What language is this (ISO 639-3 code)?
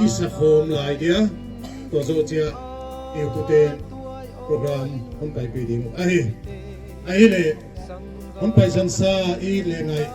pck